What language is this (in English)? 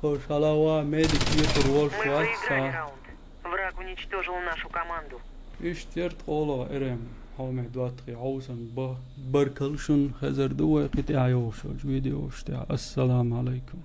Chechen